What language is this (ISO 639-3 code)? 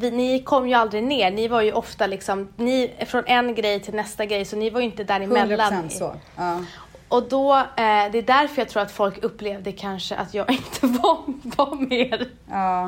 swe